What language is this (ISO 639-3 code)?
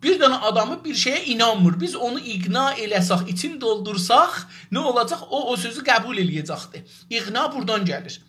azb